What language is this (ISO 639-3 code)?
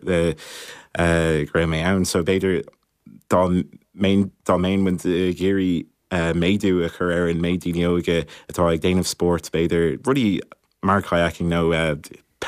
gle